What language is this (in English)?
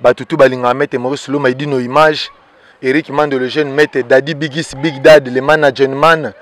Lingala